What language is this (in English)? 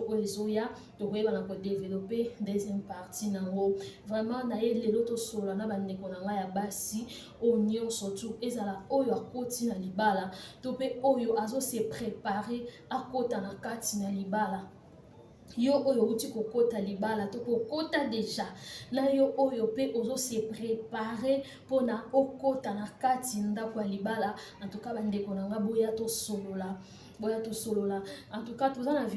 Lingala